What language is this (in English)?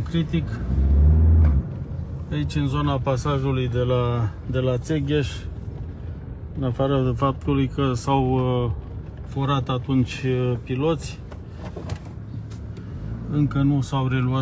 Romanian